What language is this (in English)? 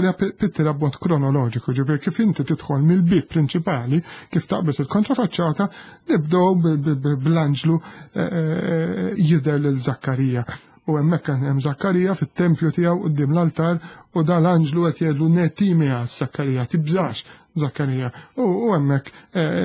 Maltese